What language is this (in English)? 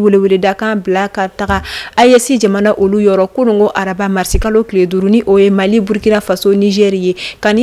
Bambara